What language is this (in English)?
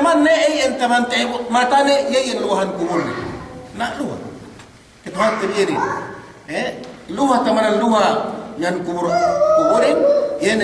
Yakan